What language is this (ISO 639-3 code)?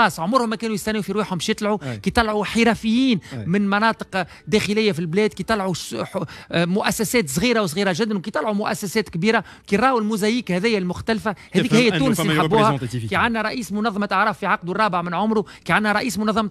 aeb